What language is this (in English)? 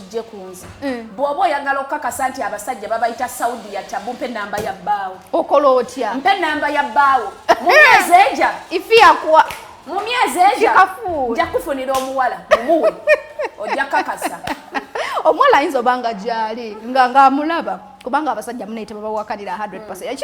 Ganda